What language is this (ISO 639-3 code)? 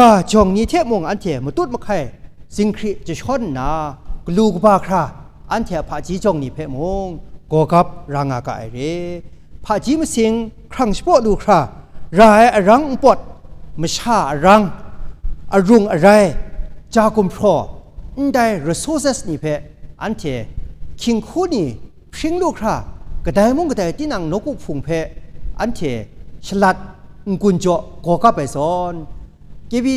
kac